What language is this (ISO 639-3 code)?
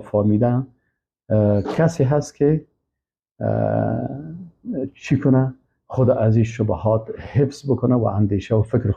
fas